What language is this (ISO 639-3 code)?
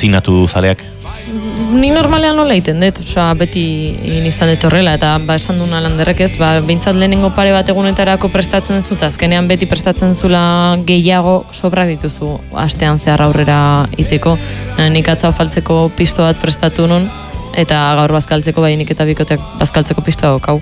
eus